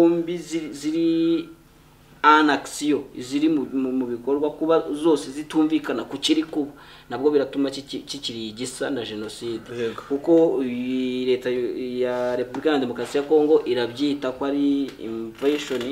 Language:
Kinyarwanda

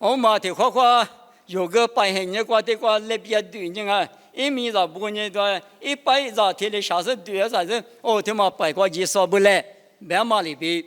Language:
Lisu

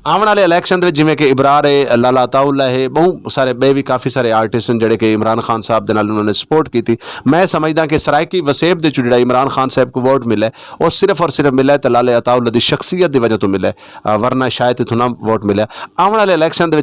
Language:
Saraiki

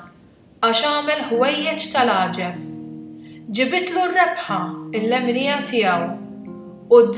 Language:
Maltese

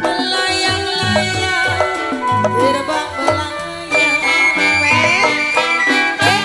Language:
Betawi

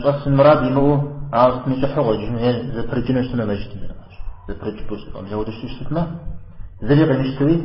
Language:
Kabardian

